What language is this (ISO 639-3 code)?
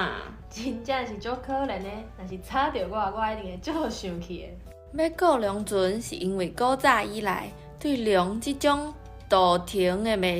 nan